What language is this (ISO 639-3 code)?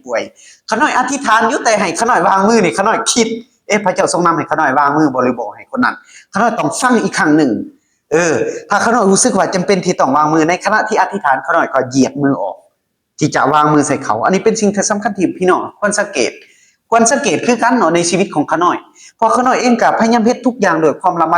lao